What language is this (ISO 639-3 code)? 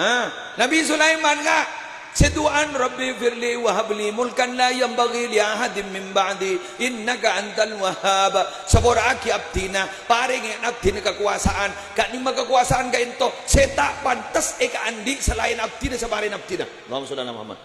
mad